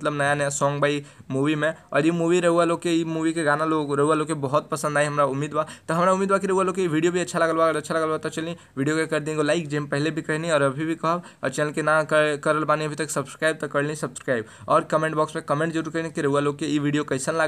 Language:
Bhojpuri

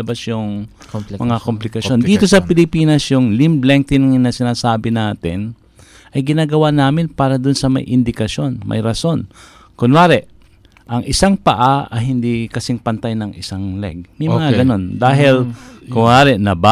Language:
Filipino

